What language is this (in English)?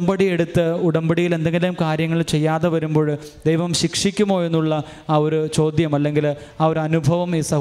Malayalam